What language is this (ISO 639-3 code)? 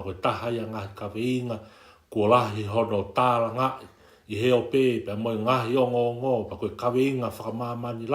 ton